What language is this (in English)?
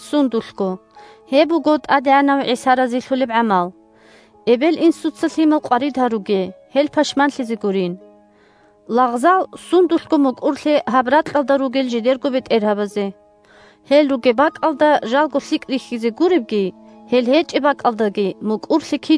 Avaric